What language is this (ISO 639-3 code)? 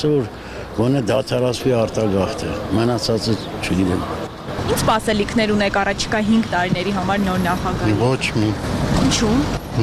hye